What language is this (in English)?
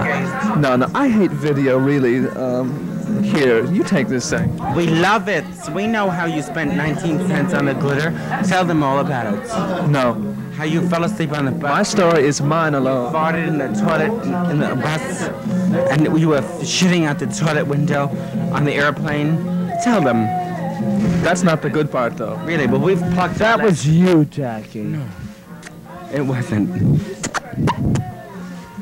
English